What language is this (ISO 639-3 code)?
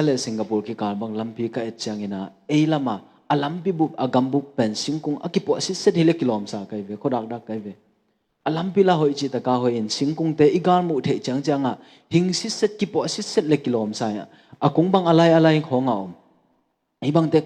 ctd